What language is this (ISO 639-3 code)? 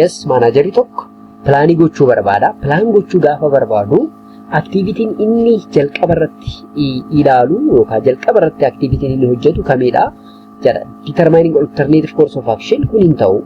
orm